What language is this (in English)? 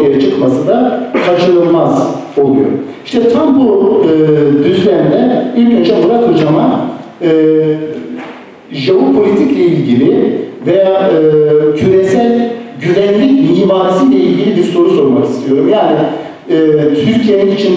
Turkish